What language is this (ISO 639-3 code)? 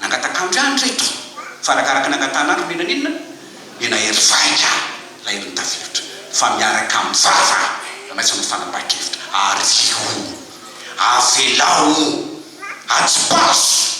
mlg